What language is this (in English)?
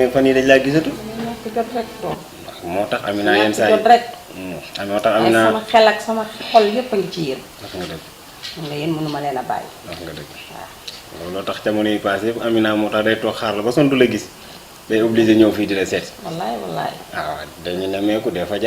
Wolof